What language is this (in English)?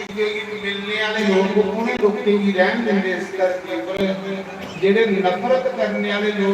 Dogri